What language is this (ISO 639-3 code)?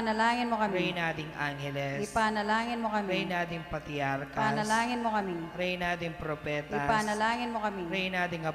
pam